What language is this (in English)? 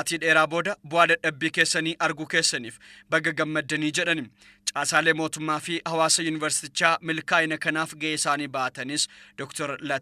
Oromo